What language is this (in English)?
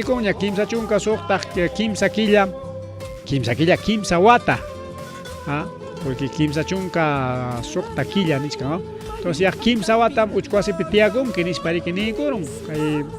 Ayacucho Quechua